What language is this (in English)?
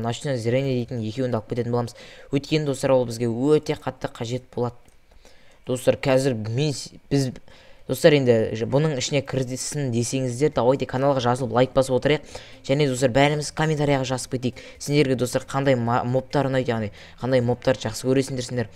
Kazakh